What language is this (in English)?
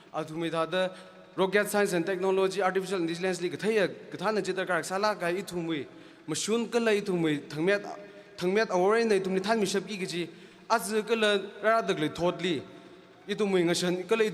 Tangkhul Naga (India)